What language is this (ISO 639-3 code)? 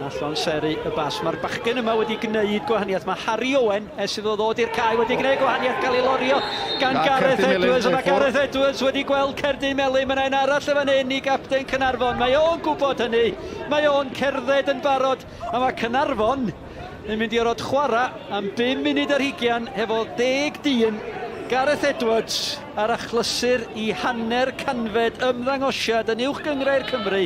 cym